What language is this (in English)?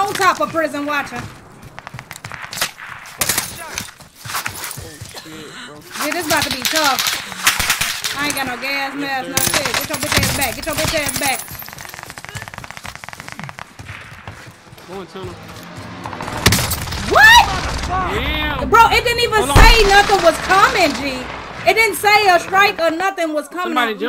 English